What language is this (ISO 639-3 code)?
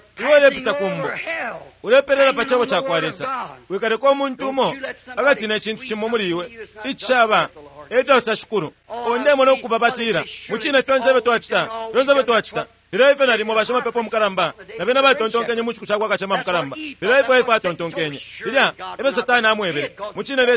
bem